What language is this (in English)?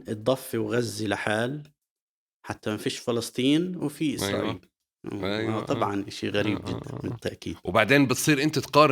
North Levantine Arabic